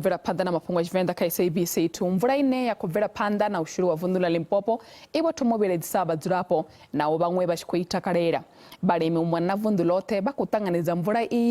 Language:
Venda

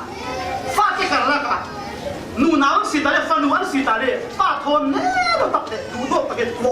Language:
Falam Chin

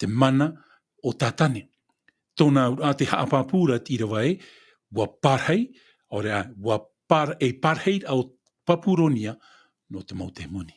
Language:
Tahitian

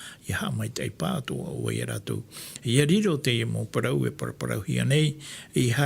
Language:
Tahitian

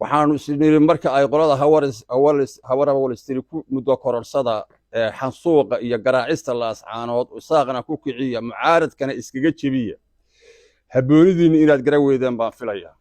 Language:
Somali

